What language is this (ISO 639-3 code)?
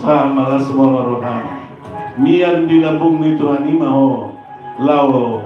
bbc